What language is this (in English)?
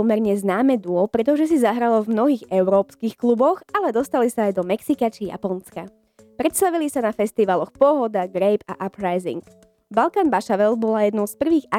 Slovak